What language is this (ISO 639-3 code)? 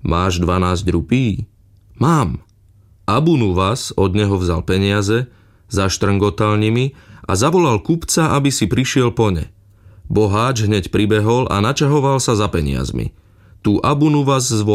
slk